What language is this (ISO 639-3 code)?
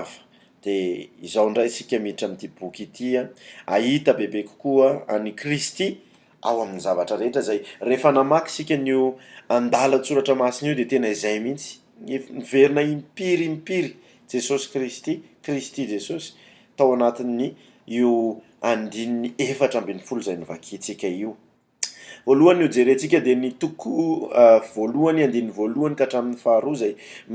mlg